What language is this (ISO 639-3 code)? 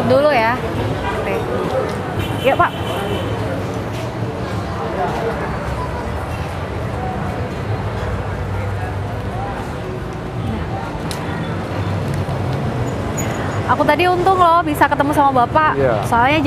ind